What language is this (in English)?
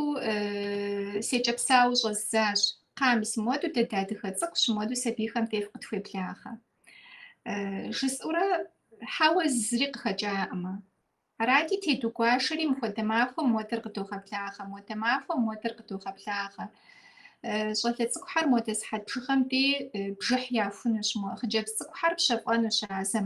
Kabardian